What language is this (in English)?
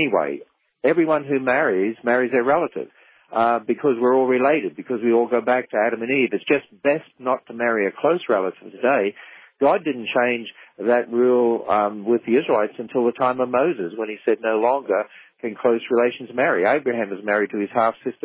English